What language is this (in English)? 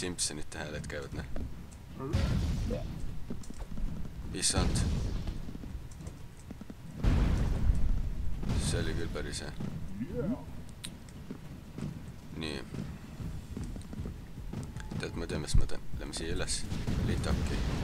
Estonian